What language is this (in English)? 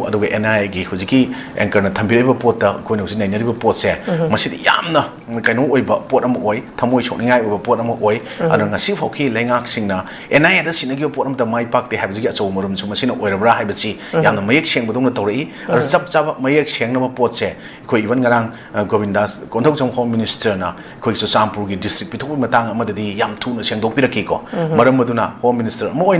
Manipuri